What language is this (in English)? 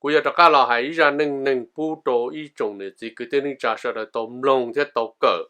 Hmong